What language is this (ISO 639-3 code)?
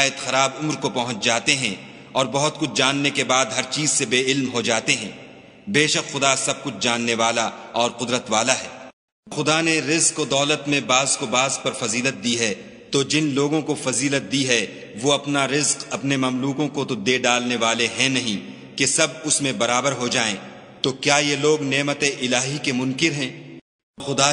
urd